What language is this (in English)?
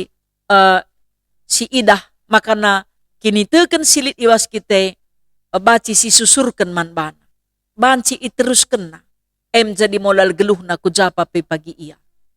Batak Karo